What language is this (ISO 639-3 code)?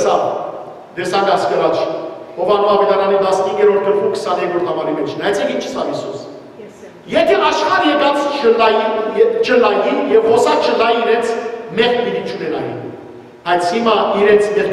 hyw